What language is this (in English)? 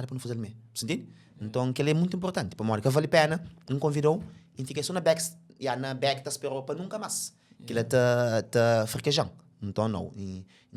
Kabuverdianu